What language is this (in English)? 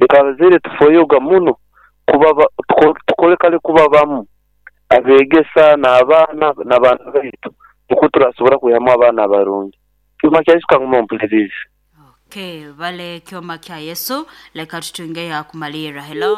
Nyoro